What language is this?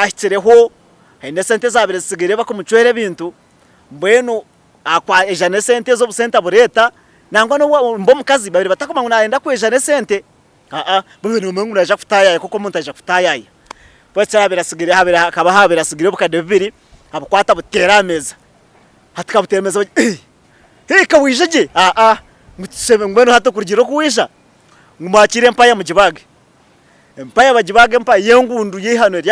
Nyankole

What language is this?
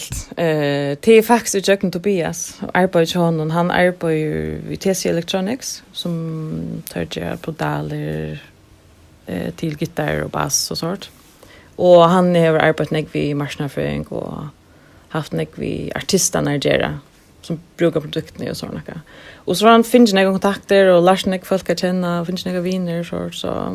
Faroese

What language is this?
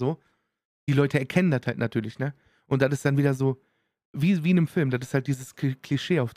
German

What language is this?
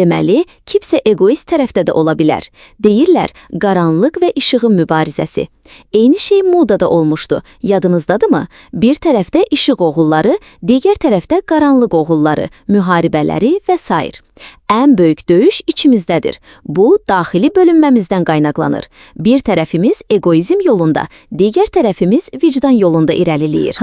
Azerbaijani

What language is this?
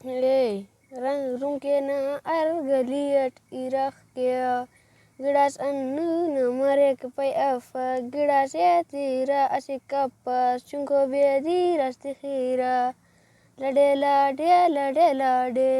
Brahui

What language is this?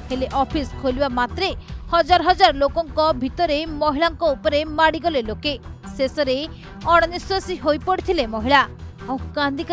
Odia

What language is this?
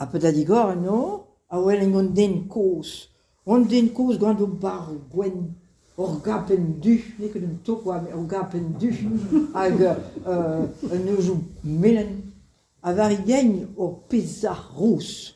Breton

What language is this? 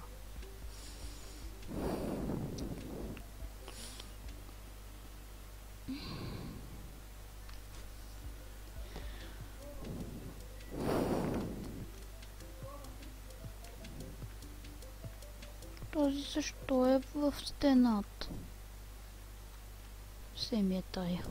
Bulgarian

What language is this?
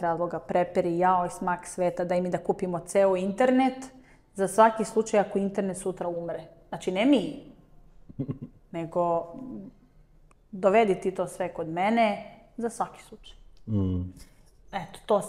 Serbian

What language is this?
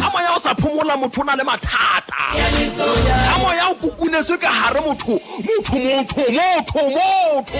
Southern Sotho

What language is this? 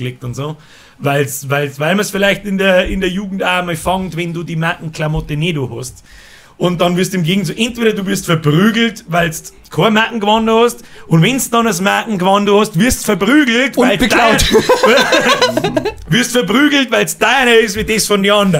Bavarian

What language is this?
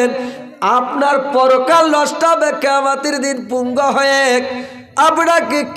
Bangla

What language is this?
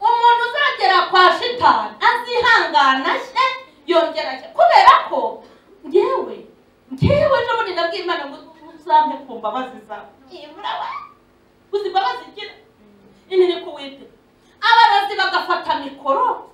Kinyarwanda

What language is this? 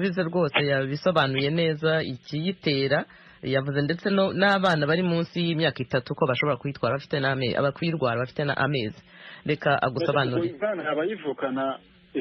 Kinyarwanda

